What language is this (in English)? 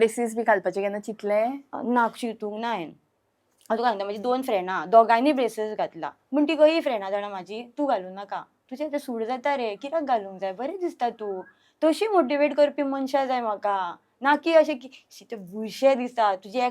Konkani